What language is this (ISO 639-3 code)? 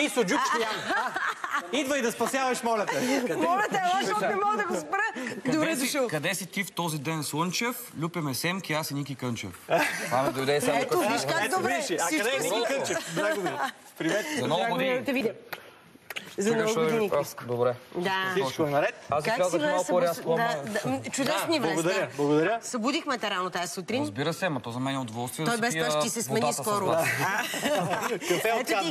bul